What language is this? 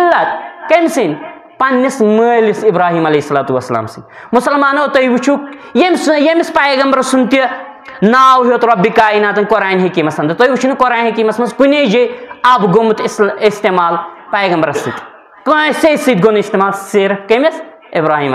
Kashmiri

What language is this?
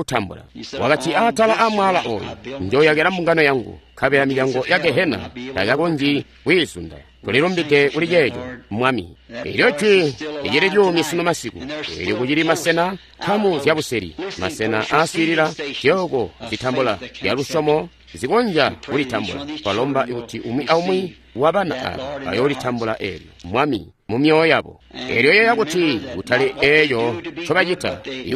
Tonga (Zambia)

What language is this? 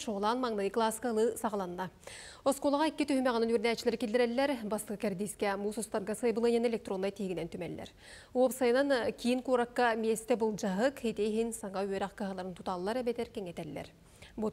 Yakut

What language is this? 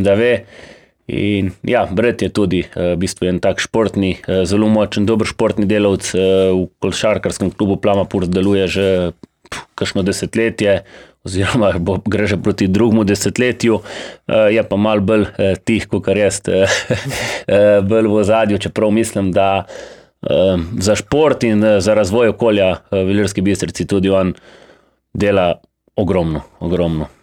Slovenian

